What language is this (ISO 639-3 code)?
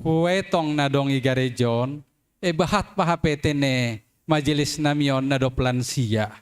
bts